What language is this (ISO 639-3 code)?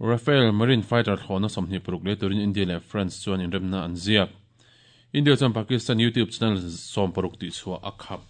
lus